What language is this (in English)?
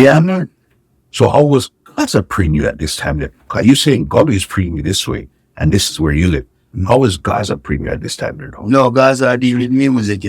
Jamaican Creole English